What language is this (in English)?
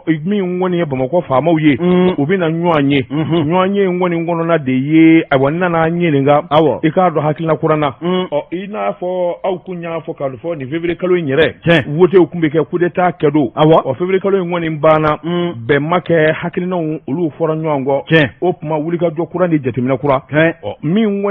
Bambara